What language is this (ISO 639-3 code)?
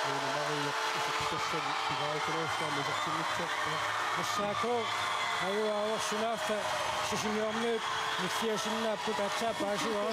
kal